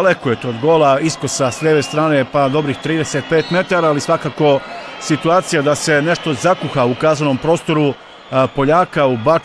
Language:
Croatian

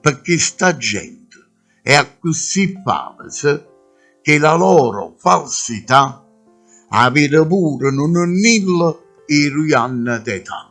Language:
Neapolitan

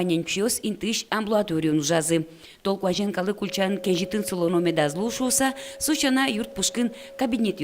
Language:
Udmurt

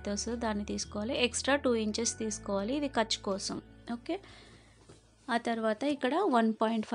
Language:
Telugu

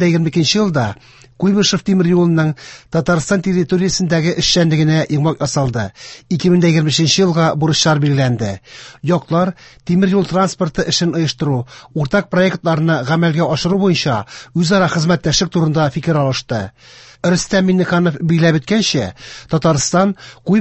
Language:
Tatar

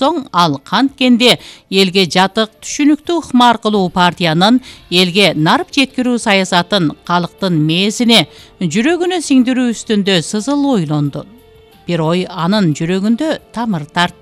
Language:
Kyrgyz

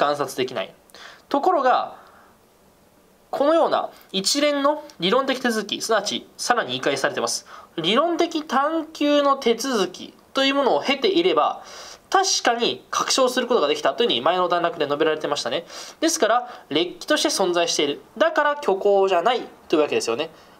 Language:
Japanese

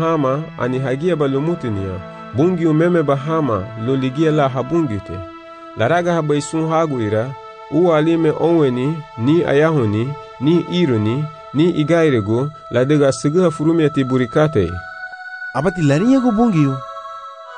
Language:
Garifuna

